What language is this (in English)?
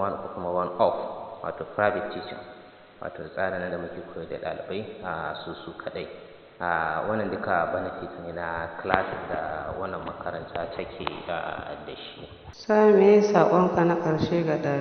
Hausa